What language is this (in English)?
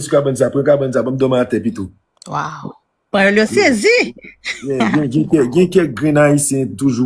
Haitian Creole